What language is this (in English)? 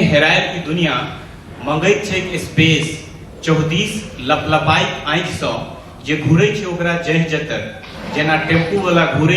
Maithili